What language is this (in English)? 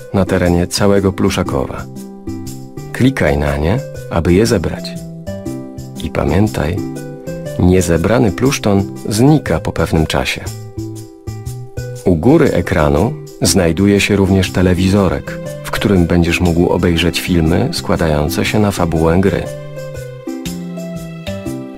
Polish